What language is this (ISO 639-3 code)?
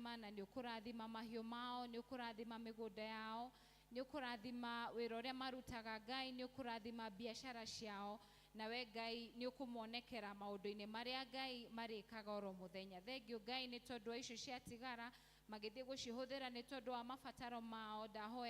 kik